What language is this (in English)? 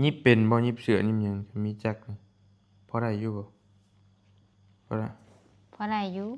Northeastern Thai